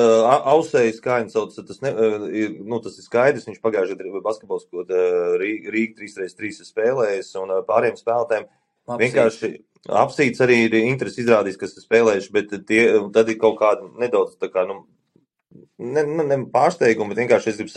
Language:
Latvian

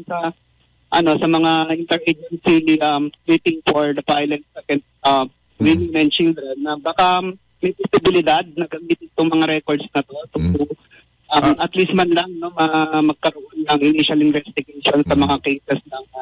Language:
Filipino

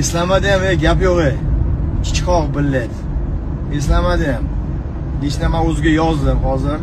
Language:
Uzbek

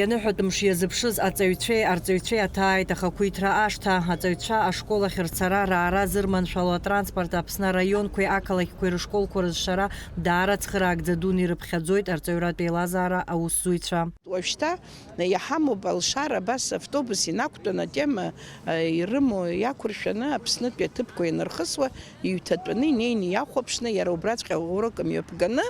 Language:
Abkhazian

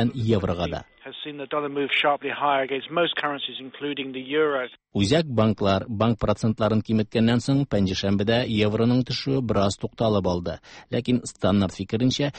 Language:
Tatar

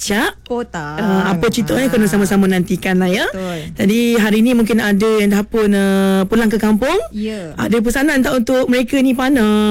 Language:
Malay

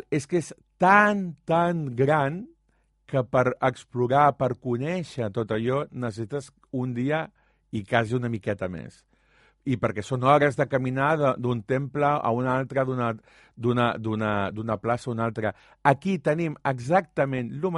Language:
Catalan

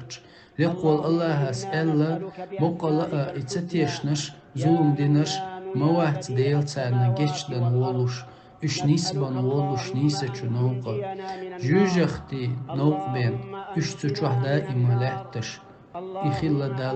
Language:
Chechen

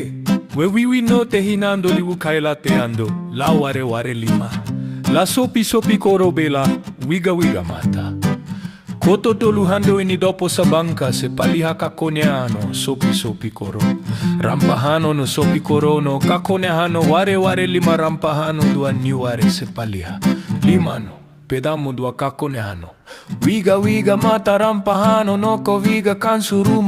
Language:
Muna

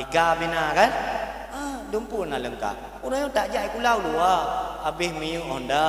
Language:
Achinese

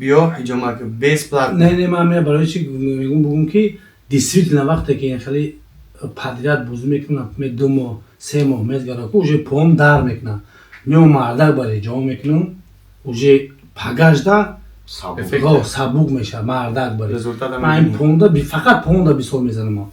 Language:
Tajik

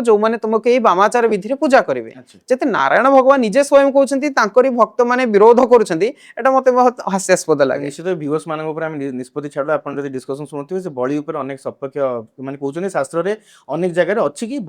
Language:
Odia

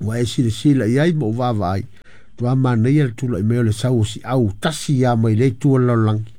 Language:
Samoan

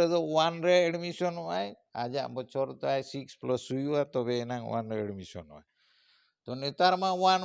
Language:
Santali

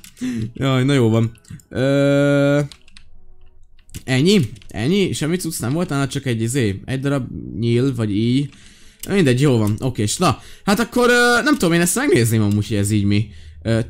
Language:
Hungarian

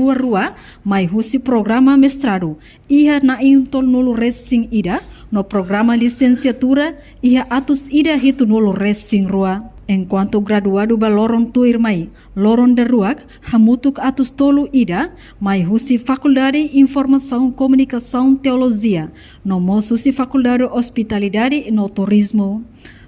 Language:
Tetum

